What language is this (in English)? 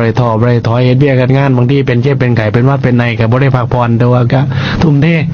Lao